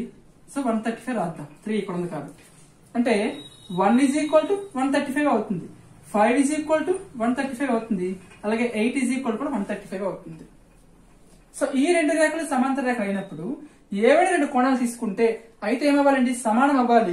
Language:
Telugu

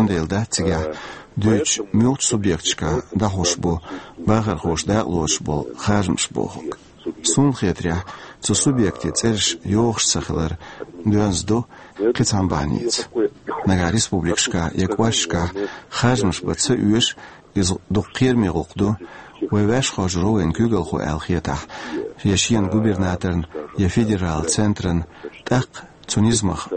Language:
Chechen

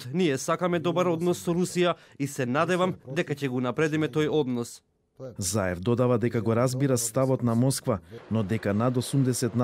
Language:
Macedonian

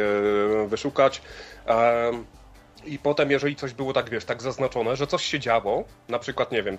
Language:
Polish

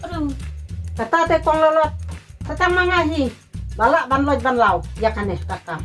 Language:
Khasi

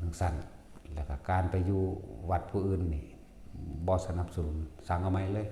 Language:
Northeastern Thai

